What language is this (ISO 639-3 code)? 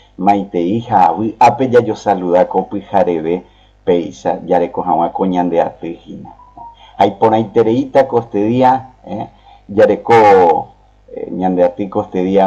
grn